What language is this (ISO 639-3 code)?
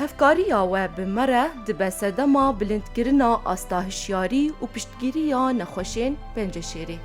kur